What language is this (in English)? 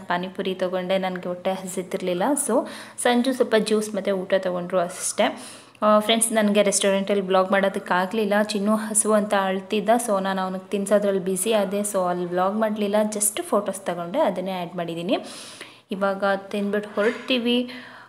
Kannada